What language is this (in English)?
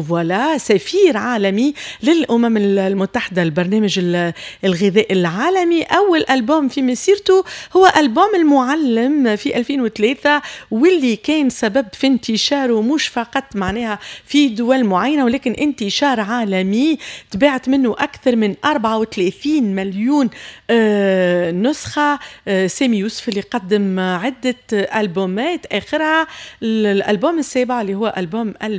Tunisian Arabic